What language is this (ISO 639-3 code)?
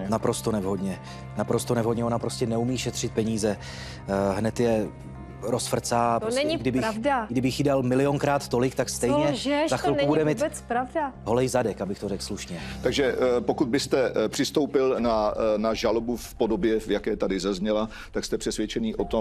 ces